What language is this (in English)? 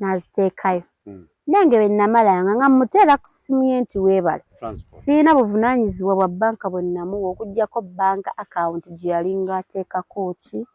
Ganda